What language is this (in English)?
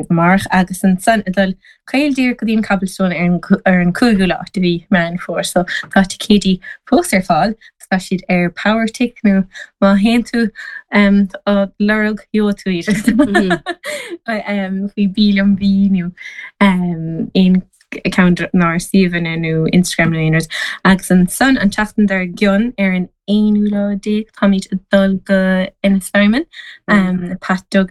Irish